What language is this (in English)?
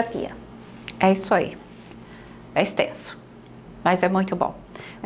Portuguese